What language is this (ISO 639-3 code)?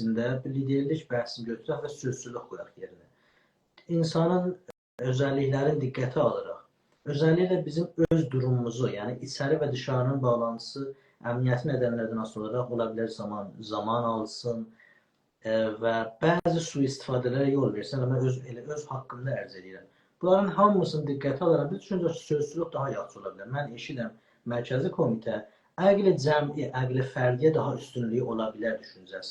azb